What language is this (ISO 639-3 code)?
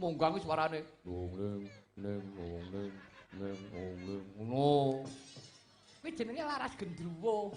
jav